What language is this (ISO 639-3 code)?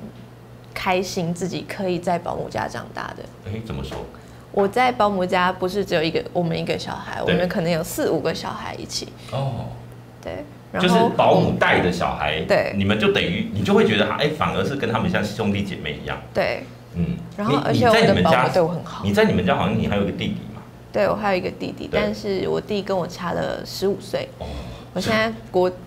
zho